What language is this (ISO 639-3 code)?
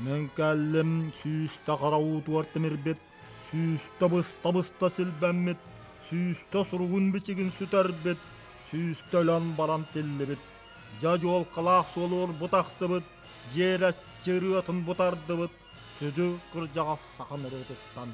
sah